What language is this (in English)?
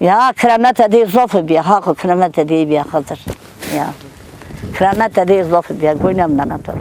Zaza